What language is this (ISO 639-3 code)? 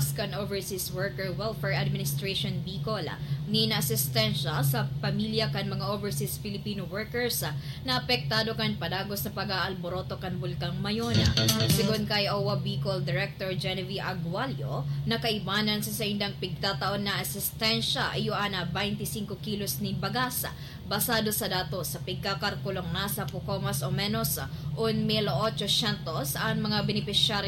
bik